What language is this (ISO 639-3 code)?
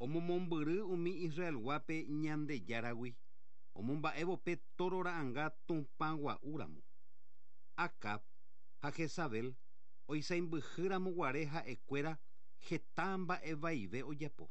grn